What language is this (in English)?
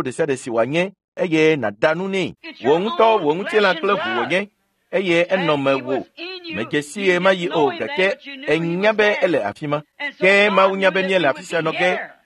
Ewe